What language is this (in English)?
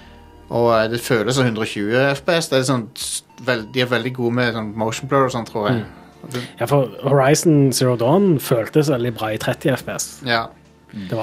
Norwegian